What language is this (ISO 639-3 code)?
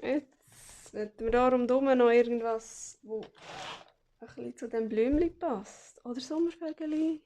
gsw